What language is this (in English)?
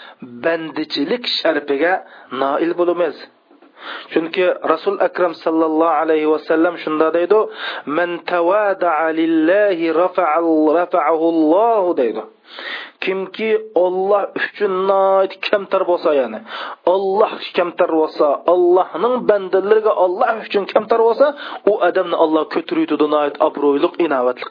Uyghur